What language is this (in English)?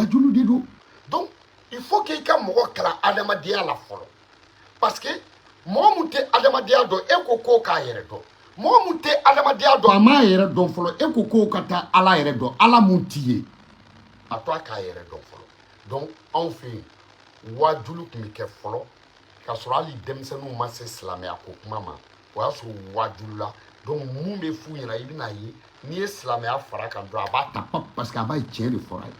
Bambara